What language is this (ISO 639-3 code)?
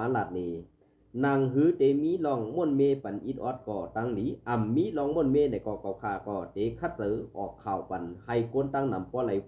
shn